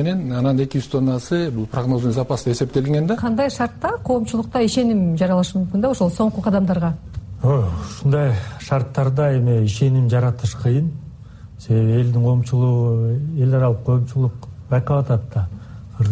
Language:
Kyrgyz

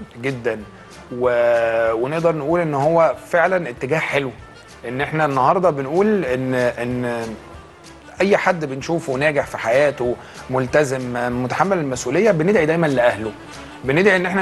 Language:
Egyptian Arabic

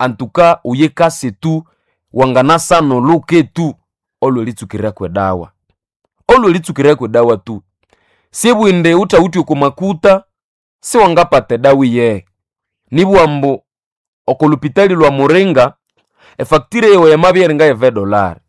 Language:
Nande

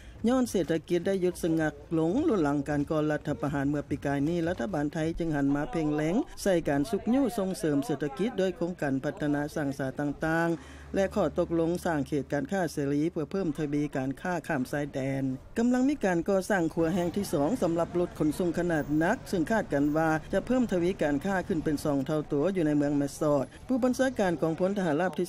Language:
Lao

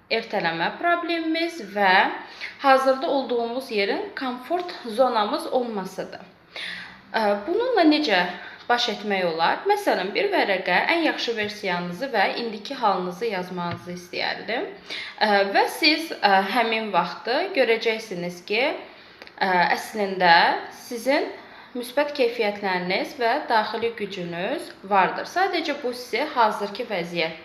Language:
Azerbaijani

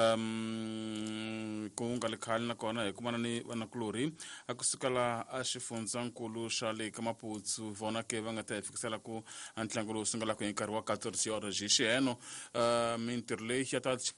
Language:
Tsonga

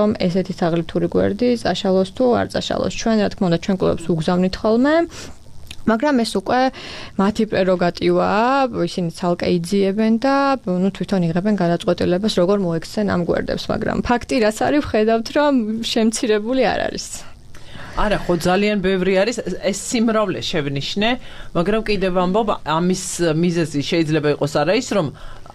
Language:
Georgian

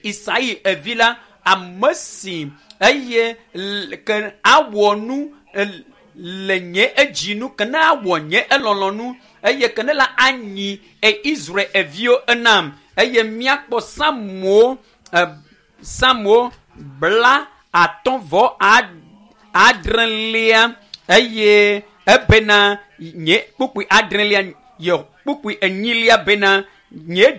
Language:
Ewe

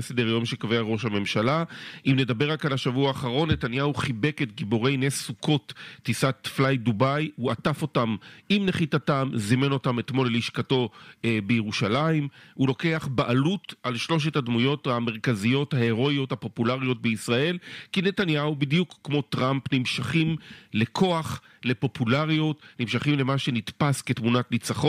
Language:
Hebrew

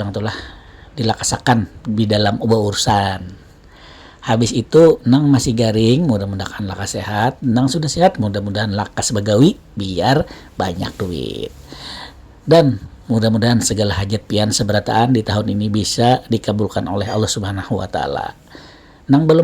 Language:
Banjar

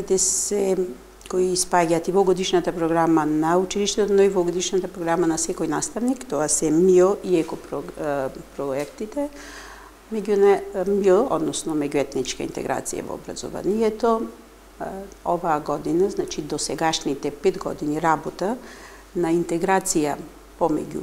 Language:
Macedonian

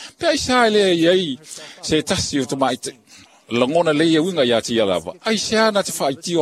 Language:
Samoan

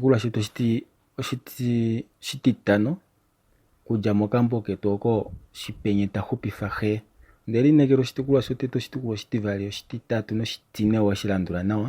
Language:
Kuanyama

